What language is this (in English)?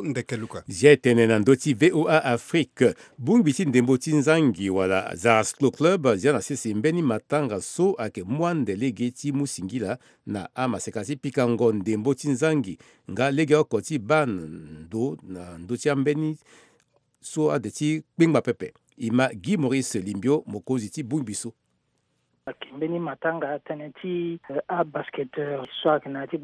Sango